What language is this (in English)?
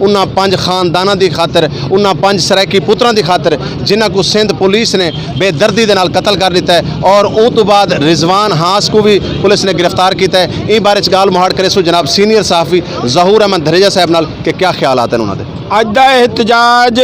Saraiki